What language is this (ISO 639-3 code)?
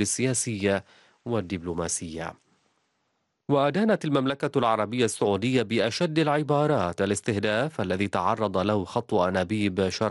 ara